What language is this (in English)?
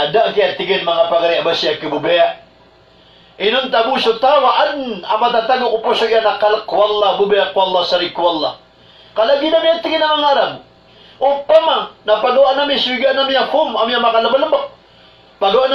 Maranao